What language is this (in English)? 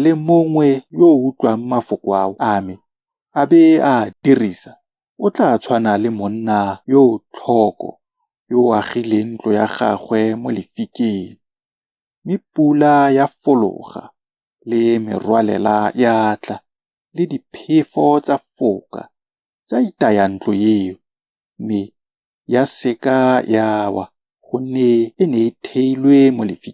Tswana